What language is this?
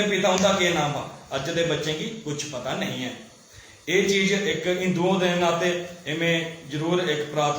Dogri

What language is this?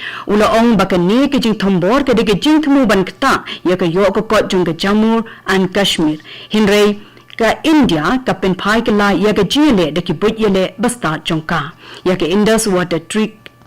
Khasi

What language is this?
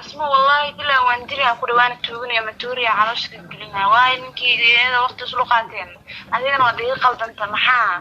Somali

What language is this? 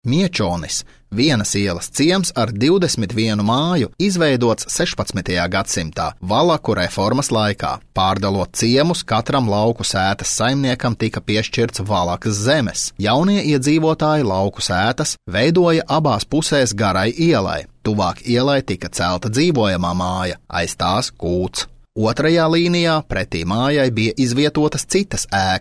Latvian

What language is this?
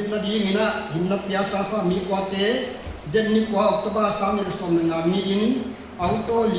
Paite Chin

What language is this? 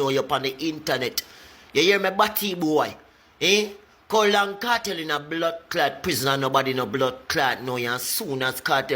Jamaican Creole English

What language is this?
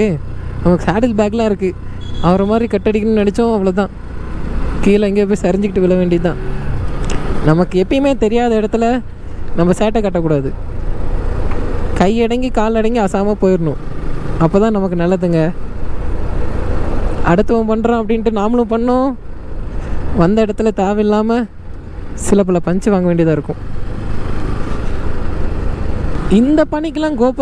Tamil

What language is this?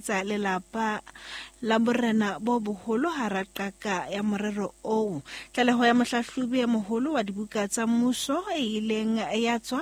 Southern Sotho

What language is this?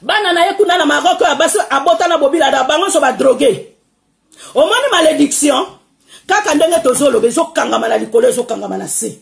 Lingala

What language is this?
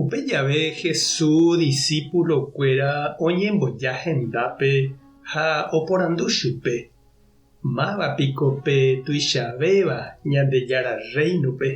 Guarani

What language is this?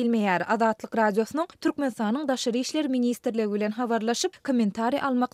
Turkmen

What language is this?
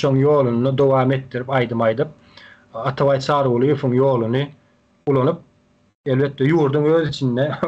Turkmen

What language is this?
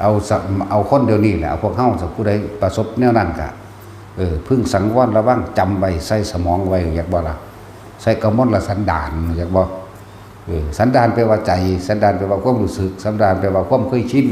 Northeastern Thai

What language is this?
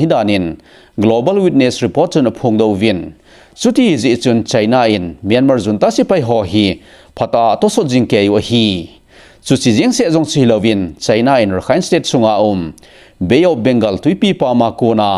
Thado Chin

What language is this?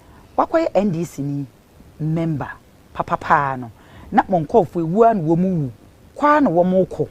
Akan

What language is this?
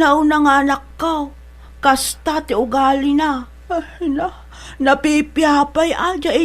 Iloko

